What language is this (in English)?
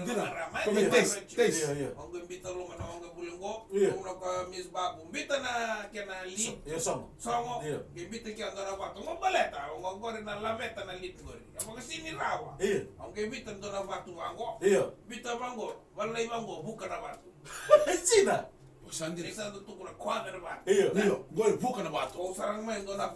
Fijian